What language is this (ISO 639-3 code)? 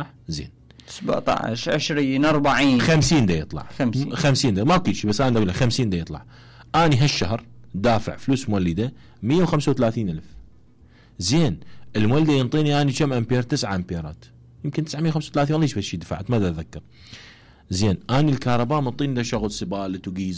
acm